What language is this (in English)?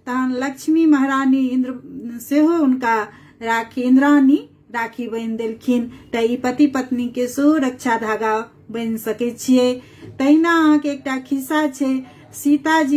Maithili